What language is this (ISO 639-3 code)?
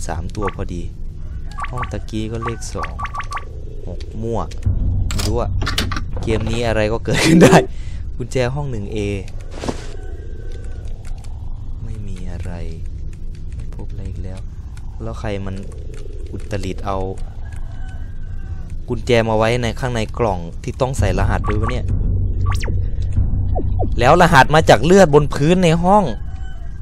tha